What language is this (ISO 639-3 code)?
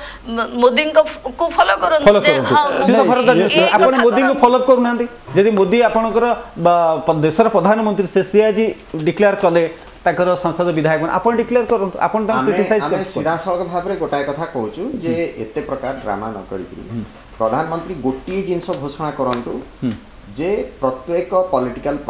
ori